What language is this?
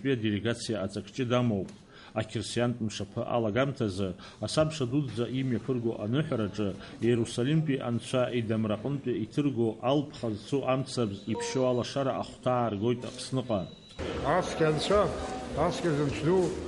Abkhazian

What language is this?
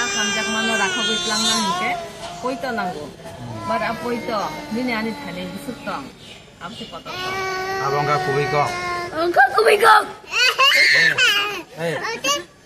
Kok Borok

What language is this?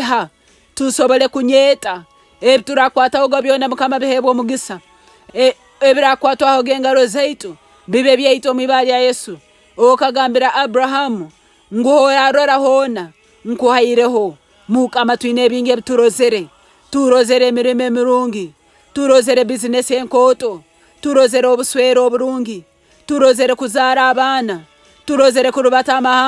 Nyoro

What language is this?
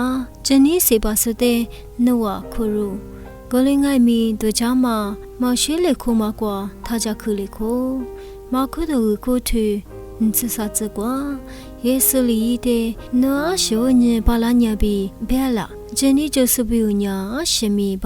Lisu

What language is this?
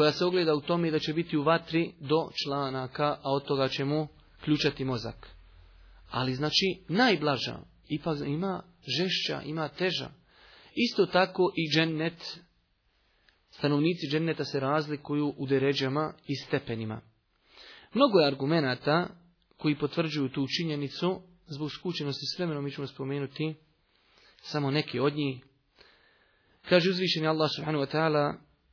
Bosnian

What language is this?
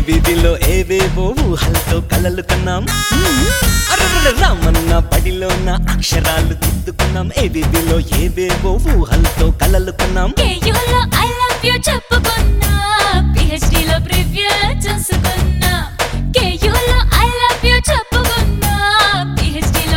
Telugu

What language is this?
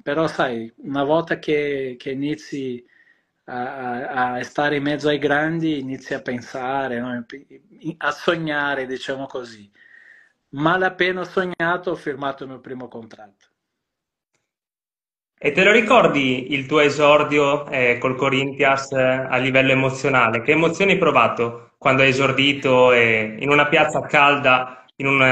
Italian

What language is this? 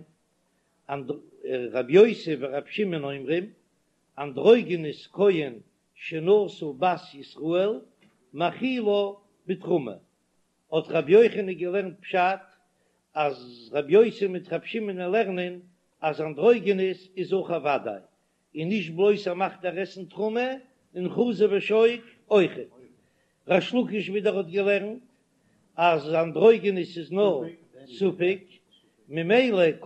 Yiddish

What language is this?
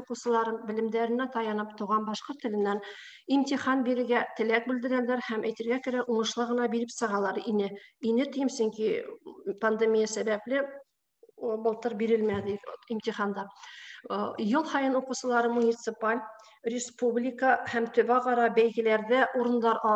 Bashkir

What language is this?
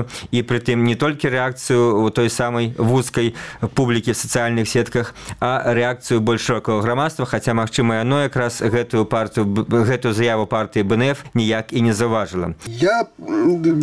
Belarusian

